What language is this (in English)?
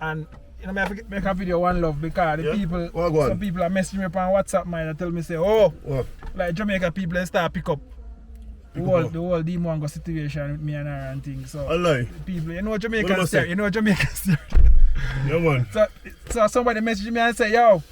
Jamaican Creole English